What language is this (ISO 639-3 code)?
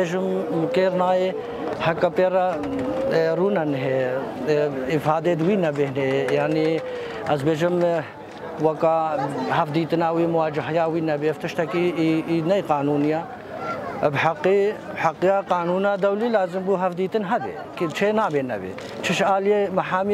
kur